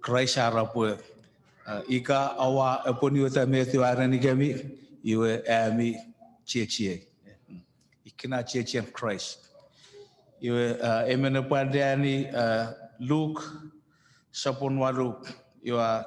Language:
Chuukese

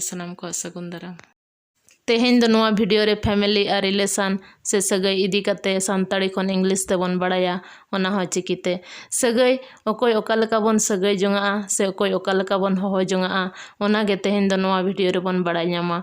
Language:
Santali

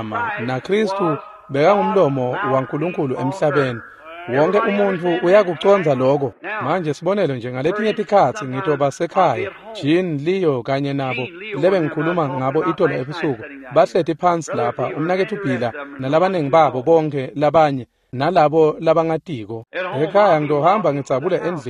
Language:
Swati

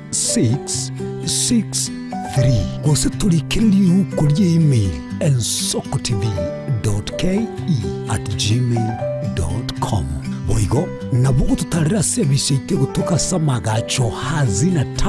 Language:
Gusii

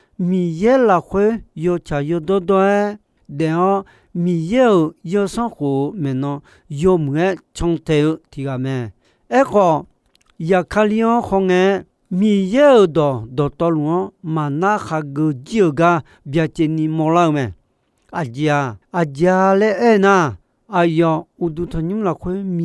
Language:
Akha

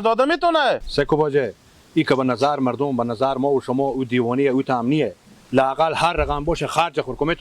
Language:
Persian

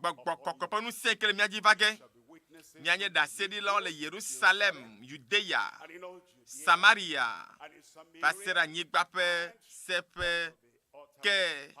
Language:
Ewe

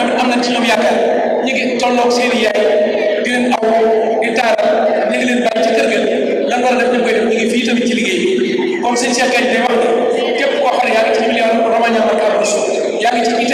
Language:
Wolof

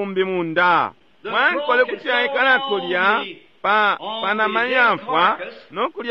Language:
Bemba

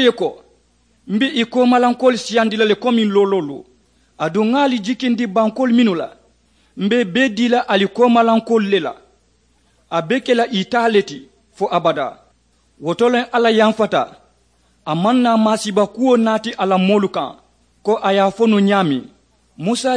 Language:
Mandingo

